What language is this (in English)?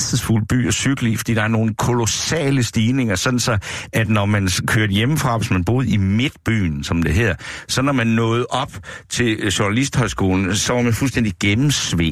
Danish